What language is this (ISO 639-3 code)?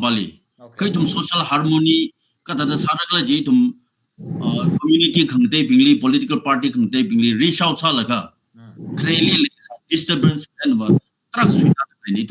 nmf